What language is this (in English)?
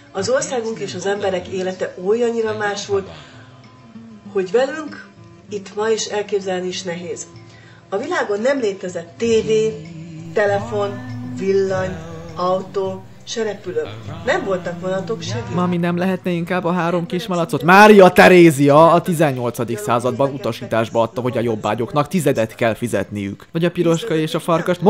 Hungarian